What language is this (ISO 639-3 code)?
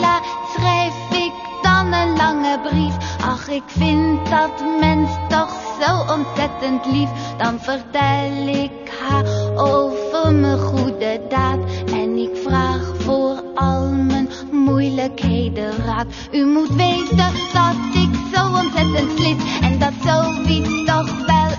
nld